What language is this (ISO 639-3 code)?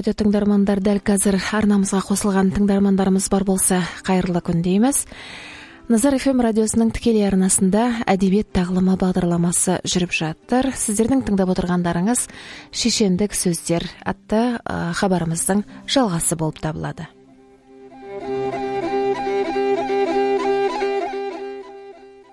kaz